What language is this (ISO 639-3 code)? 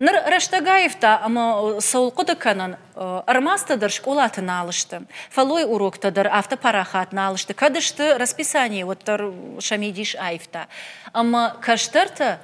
oss